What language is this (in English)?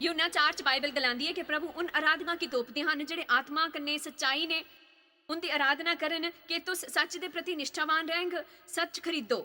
Dogri